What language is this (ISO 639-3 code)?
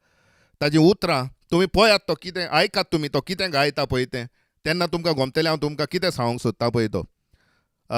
kok